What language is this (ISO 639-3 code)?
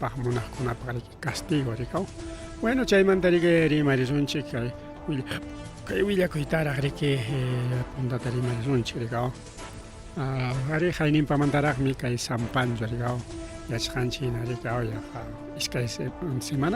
quy